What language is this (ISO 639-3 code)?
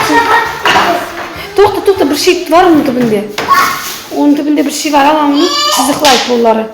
crh